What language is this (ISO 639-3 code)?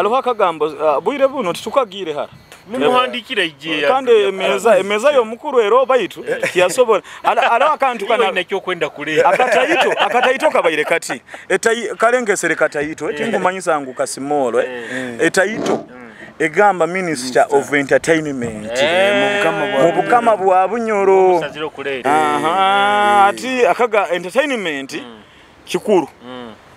nyo